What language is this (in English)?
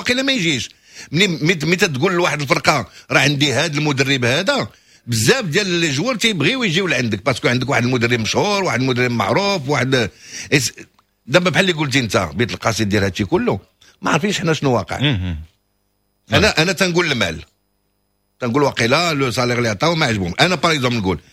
Moroccan Arabic